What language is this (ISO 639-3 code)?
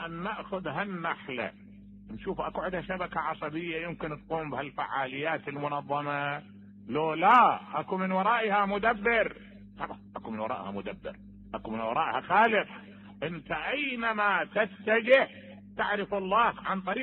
acm